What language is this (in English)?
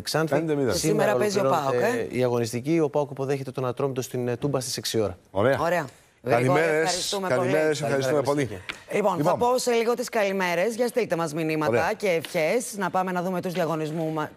Greek